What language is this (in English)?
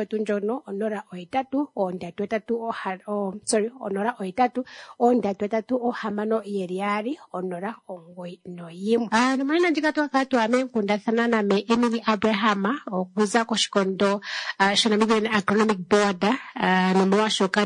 Kuanyama